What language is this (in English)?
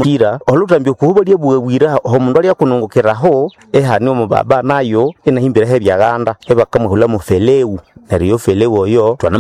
Nande